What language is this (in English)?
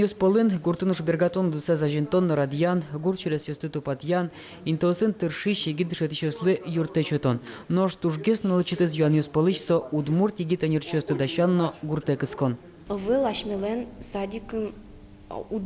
Udmurt